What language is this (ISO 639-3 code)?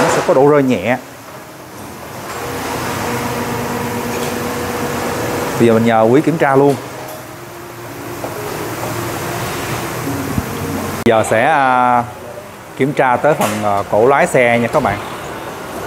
vie